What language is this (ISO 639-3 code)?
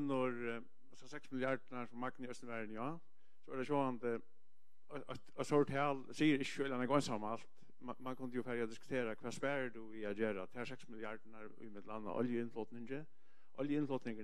fao